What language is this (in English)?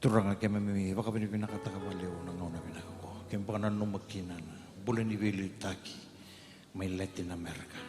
Fijian